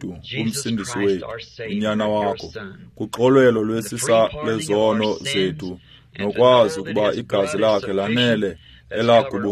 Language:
Xhosa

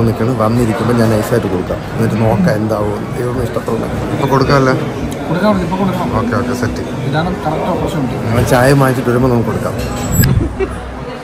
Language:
Malayalam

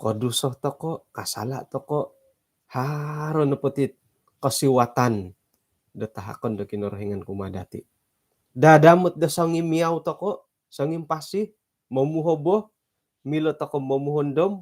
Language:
Central Dusun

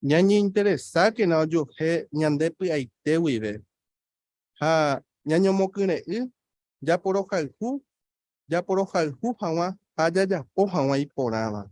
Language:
Guarani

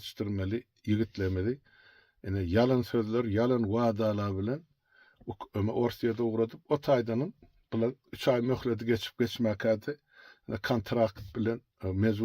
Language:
Turkmen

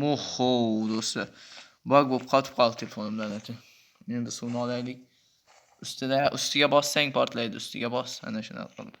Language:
Uzbek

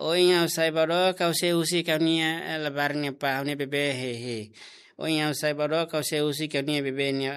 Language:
Tetum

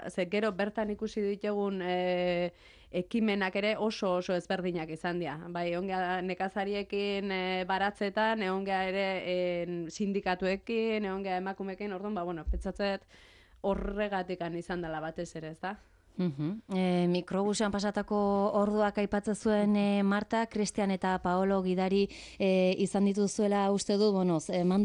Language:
Basque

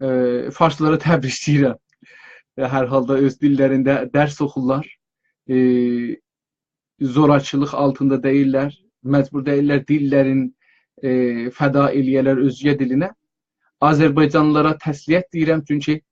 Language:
South Azerbaijani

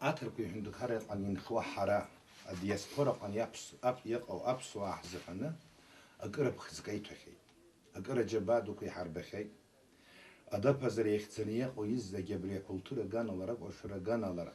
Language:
Abkhazian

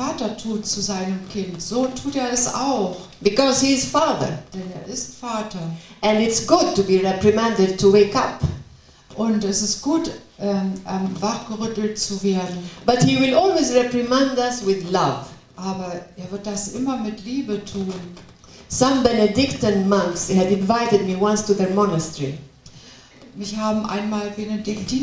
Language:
German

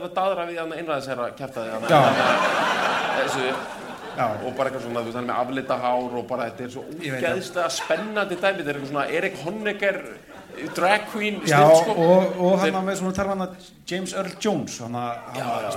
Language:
Icelandic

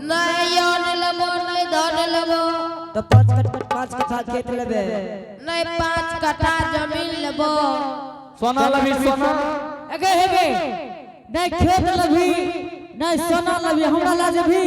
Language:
Angika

